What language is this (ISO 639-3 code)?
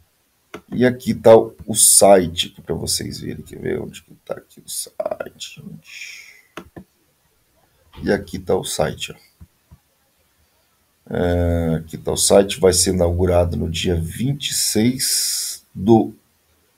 por